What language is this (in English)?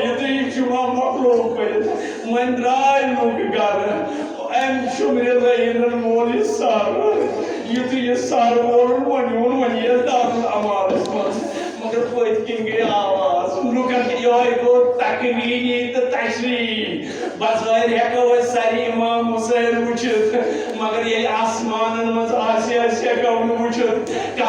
Kashmiri